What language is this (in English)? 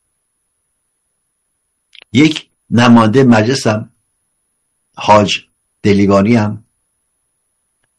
Persian